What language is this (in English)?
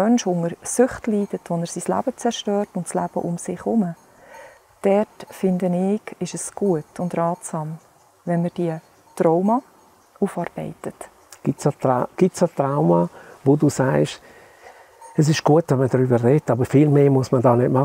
Swiss German